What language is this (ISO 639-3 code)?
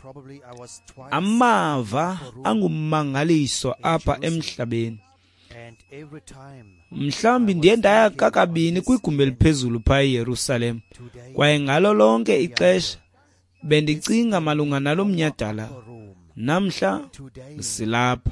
xho